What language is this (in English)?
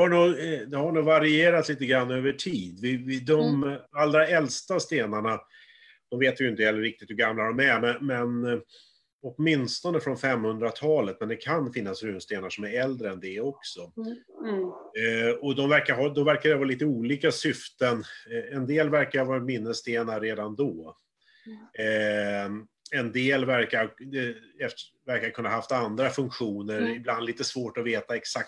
Swedish